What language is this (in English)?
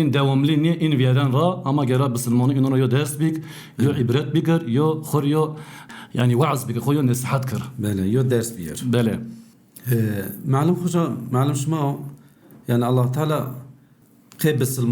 Zaza